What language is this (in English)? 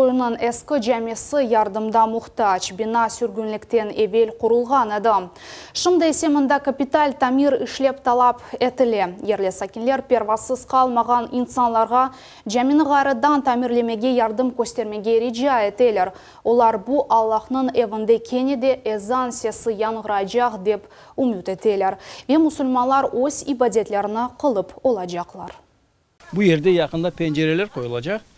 Crimean Tatar